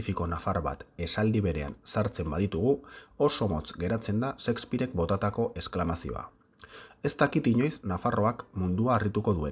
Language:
Basque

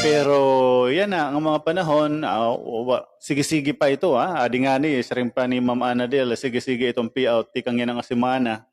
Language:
Waray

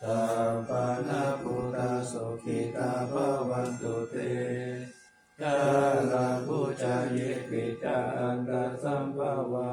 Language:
Pali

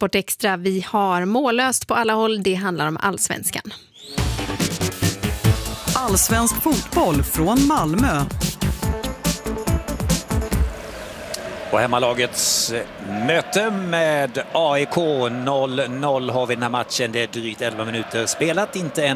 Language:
Swedish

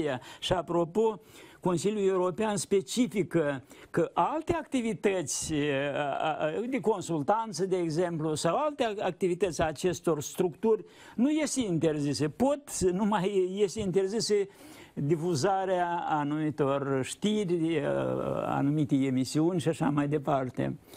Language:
Romanian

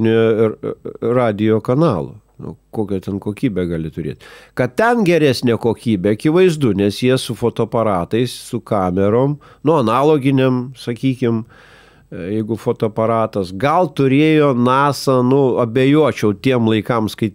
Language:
Lithuanian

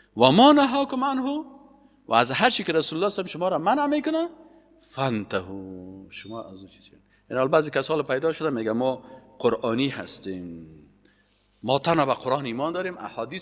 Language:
Persian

